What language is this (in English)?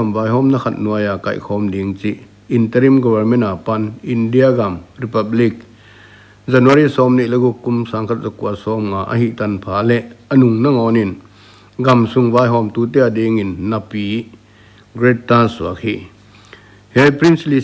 Paite Chin